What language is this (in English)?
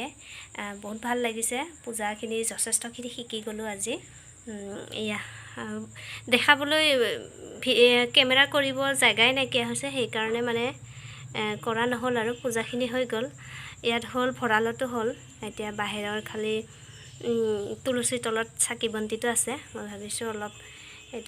Assamese